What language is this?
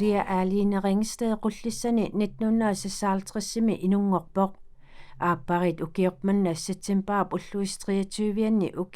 Kalaallisut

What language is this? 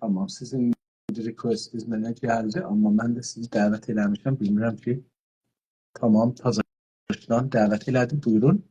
South Azerbaijani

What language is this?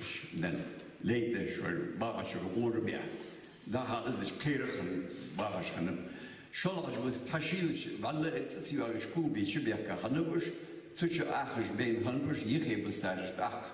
Ingush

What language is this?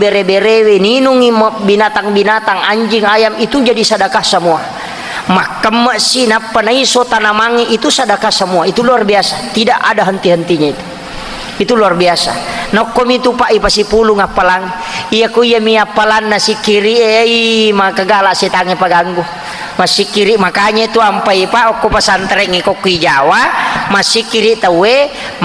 Buginese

